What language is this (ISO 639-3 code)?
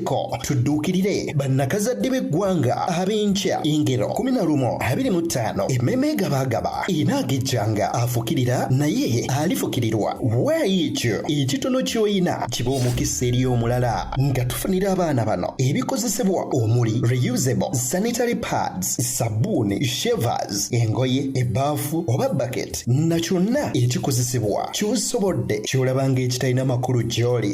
lug